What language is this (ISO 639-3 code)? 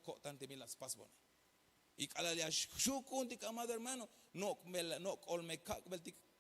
tzh